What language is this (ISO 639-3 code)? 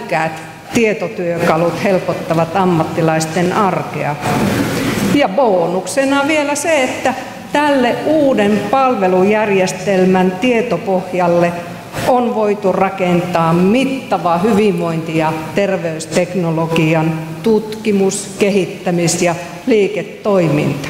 fin